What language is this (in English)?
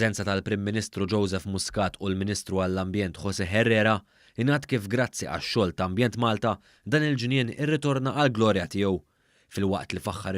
Maltese